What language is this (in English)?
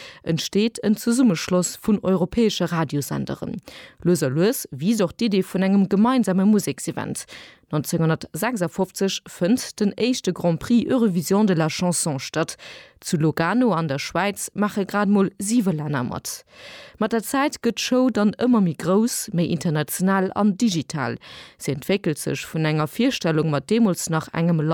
Luxembourgish